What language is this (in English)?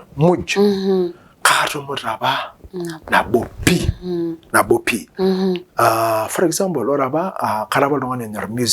Masai